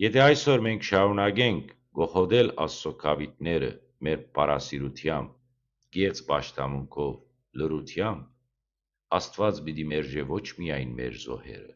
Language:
Western Armenian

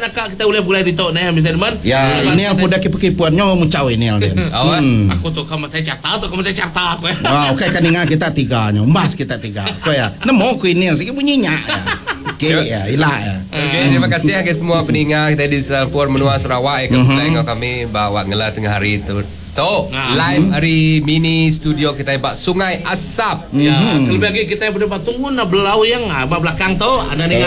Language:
Iban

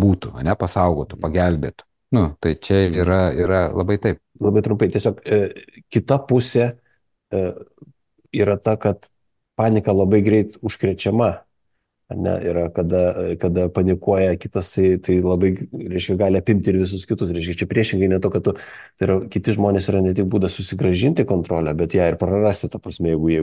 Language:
Lithuanian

